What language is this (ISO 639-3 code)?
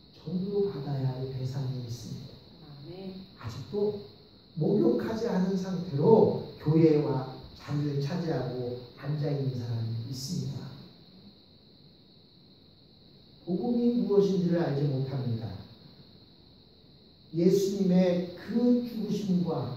kor